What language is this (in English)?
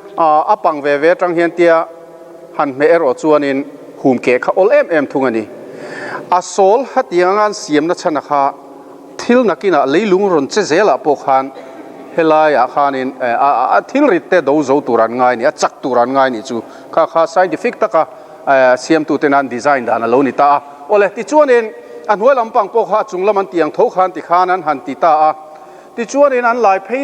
Mizo